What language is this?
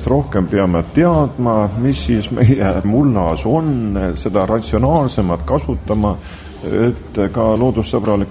Estonian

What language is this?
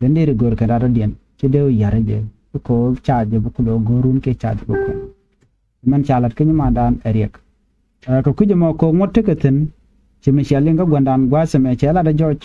Nuer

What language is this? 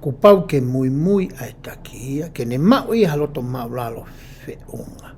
Tongan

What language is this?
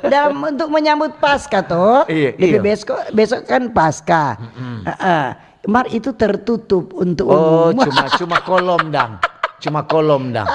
Manado Malay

